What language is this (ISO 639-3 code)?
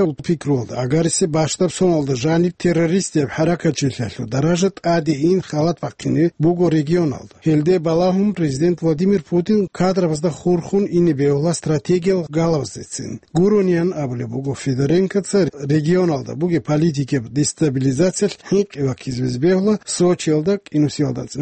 ava